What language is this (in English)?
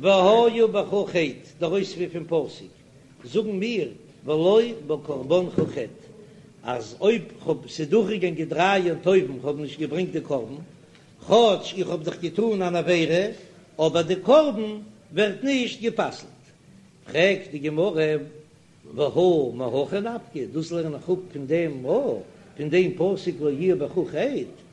Yiddish